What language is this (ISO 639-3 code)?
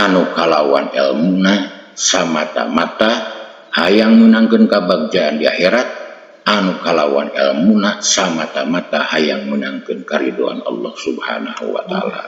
sun